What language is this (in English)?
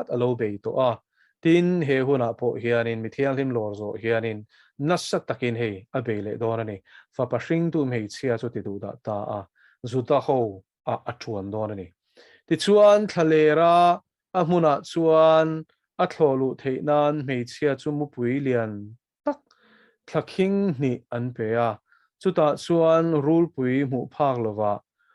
Mizo